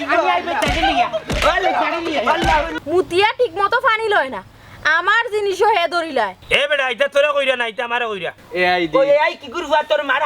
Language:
Sylheti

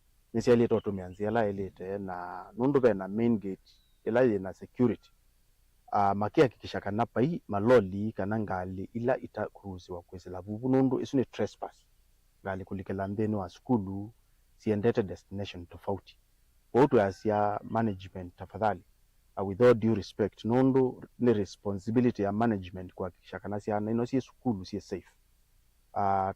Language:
Kamba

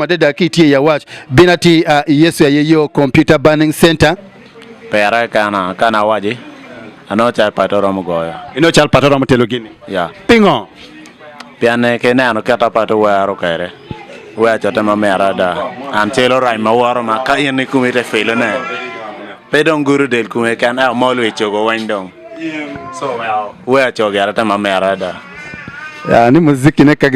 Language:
Acoli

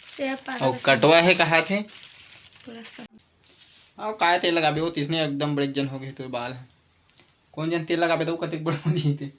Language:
Chhattisgarhi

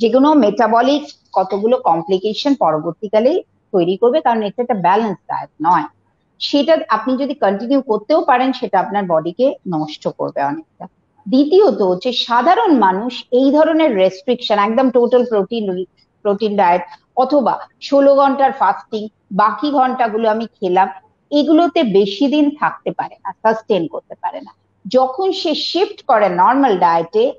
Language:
Bangla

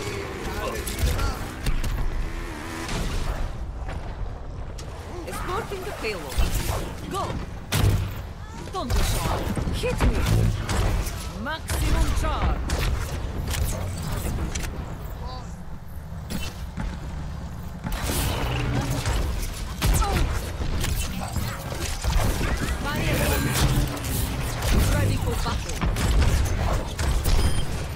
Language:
English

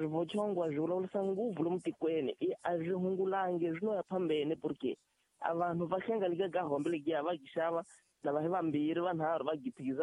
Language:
Tsonga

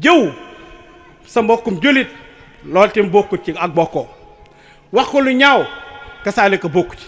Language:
Wolof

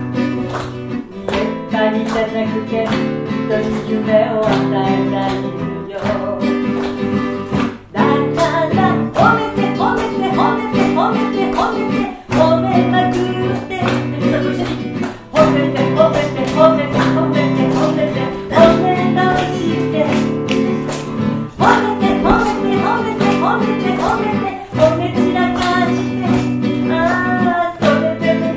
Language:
Japanese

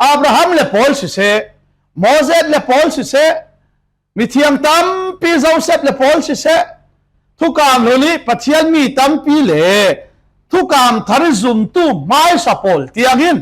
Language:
Falam Chin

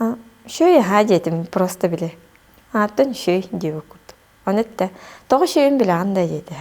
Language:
Yakut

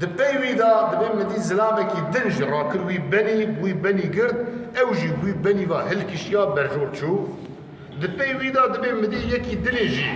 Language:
Kurdish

